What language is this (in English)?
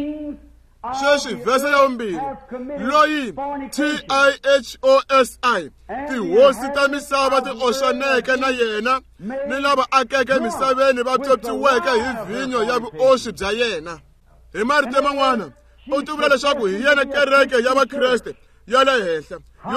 Tsonga